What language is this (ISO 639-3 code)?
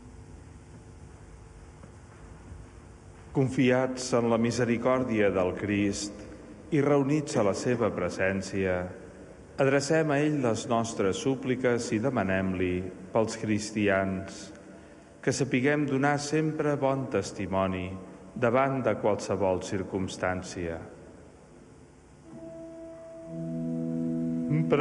cat